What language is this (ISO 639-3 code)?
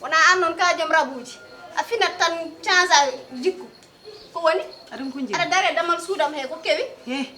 ful